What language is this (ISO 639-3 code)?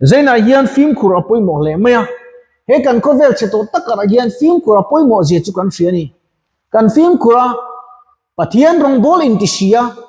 lus